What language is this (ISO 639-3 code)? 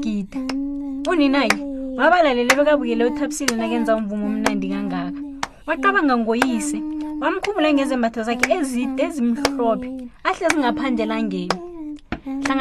nbl